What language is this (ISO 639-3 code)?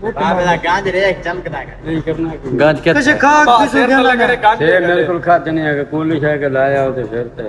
skr